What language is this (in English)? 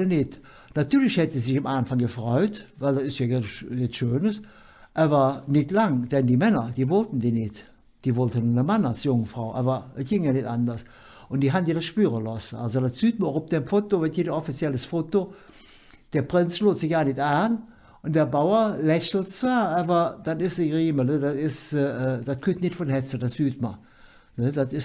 Colognian